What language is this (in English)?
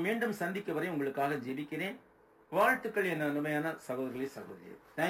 Tamil